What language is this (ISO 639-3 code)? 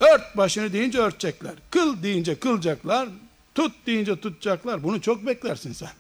tur